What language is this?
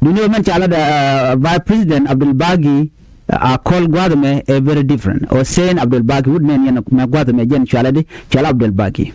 Nuer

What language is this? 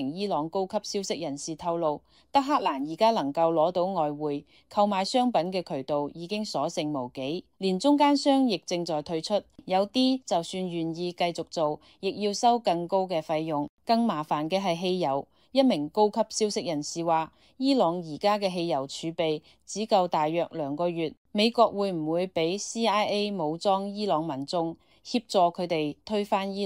Cantonese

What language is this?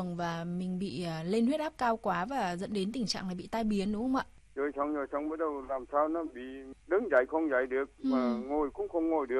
Vietnamese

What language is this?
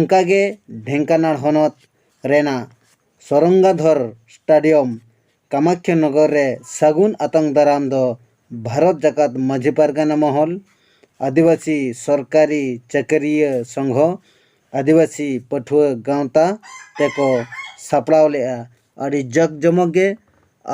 Santali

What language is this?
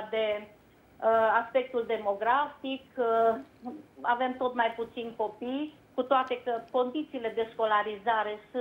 Romanian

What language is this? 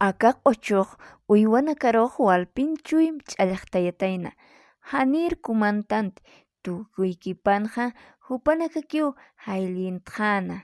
Aymara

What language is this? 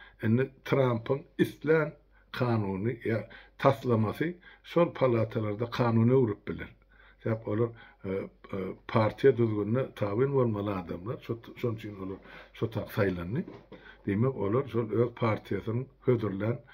Turkmen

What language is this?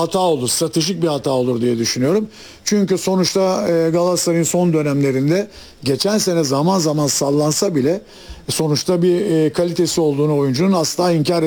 Turkish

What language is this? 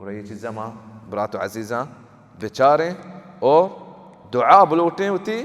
Baluchi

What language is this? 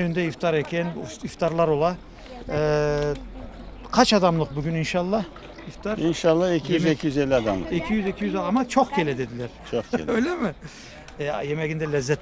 Crimean Tatar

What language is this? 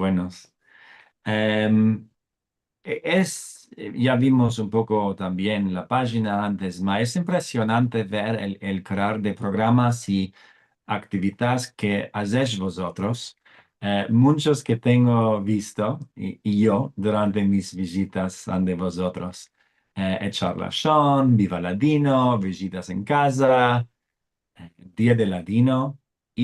Ladino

